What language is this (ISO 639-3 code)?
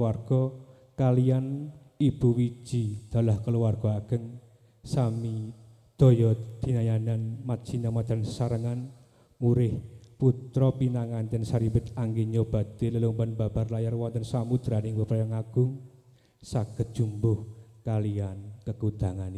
jav